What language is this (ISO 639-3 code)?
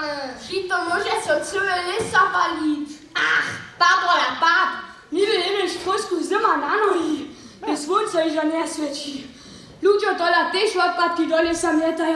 hsb